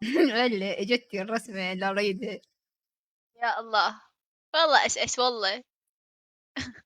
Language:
Mesopotamian Arabic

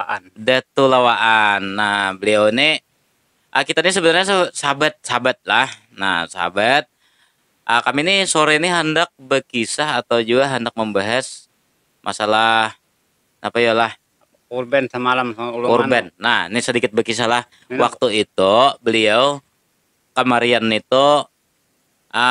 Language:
Banjar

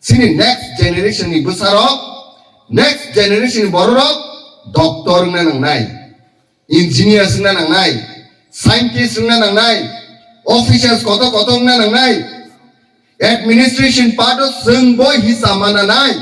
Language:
Kok Borok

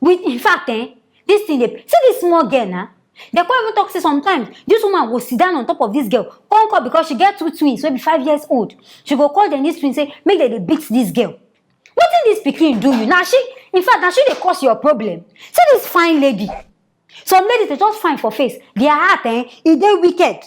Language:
Nigerian Pidgin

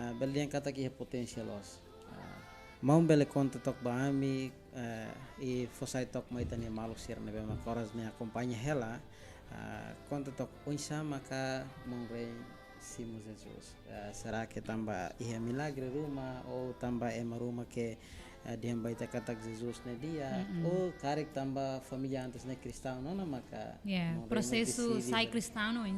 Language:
Tetum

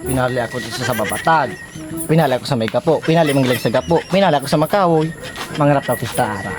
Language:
Bikol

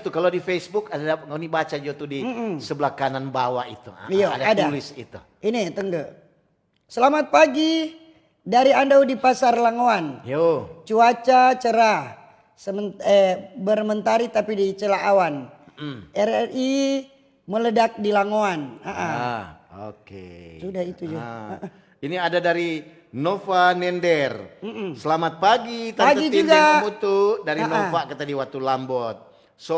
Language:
Manado Malay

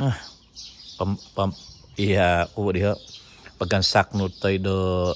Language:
Central Dusun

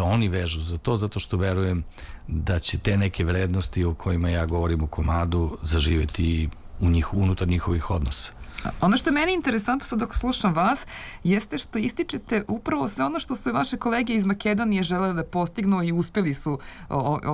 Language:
Serbian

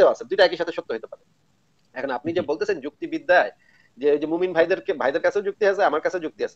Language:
Bangla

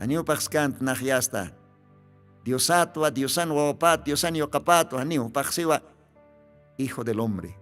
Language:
Aymara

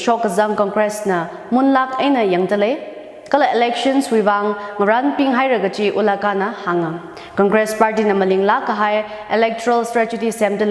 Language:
Tangkhul Naga (India)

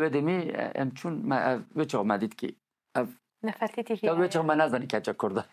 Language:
Kurdish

